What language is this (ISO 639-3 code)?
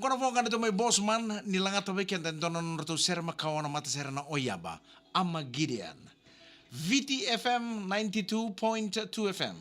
fij